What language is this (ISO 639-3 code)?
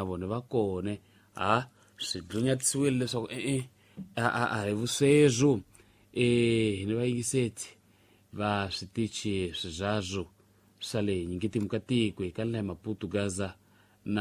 tso